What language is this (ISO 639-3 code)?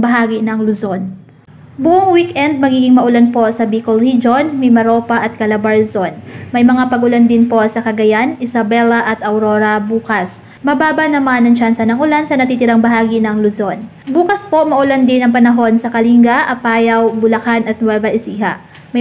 fil